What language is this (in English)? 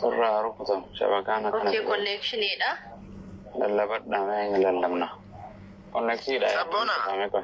Oromo